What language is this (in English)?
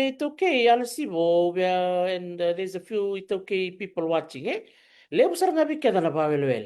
Fijian